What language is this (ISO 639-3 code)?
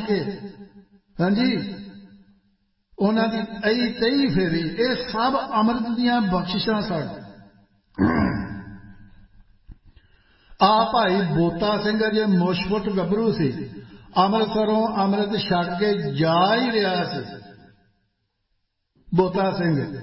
pan